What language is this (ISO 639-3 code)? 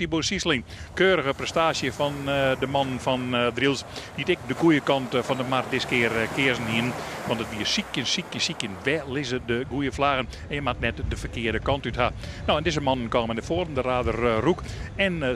fry